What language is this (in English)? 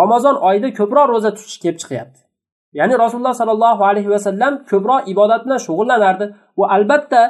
Uzbek